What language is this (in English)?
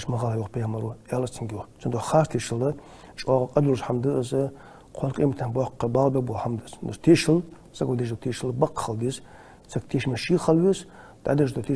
Ingush